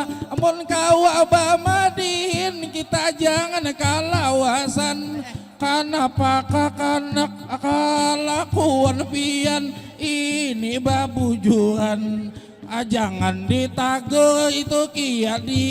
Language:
Banjar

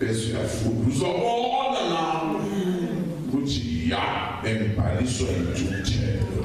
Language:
Zulu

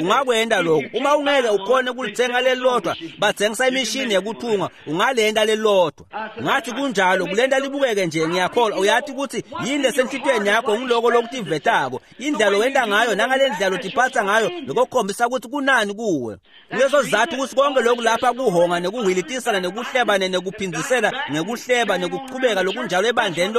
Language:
Swati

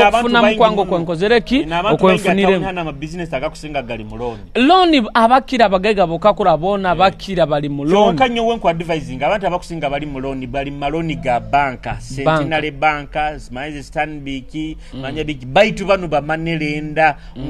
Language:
Nyoro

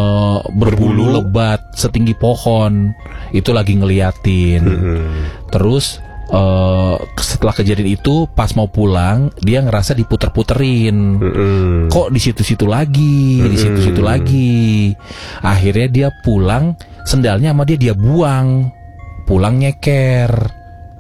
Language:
Indonesian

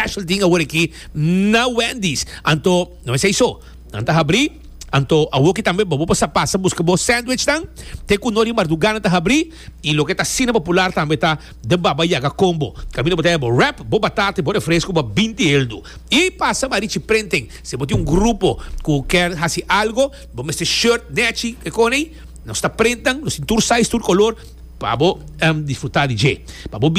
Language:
Papiamento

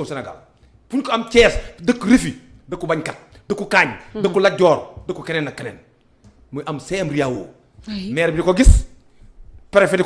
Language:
Wolof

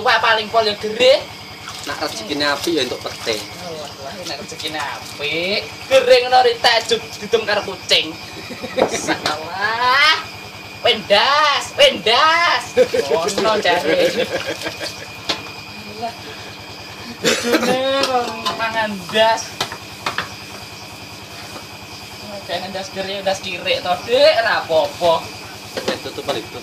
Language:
Javanese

